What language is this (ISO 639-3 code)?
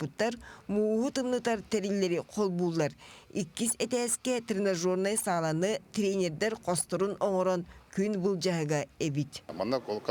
sah